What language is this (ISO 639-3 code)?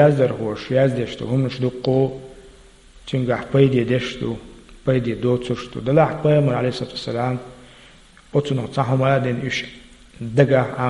che